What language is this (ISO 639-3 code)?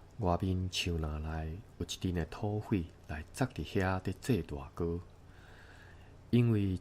nan